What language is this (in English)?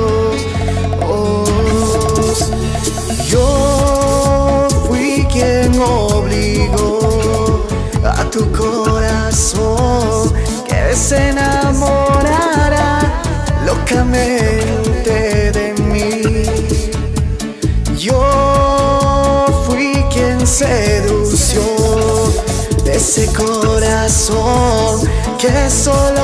Spanish